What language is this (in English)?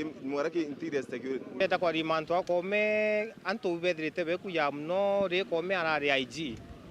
Meru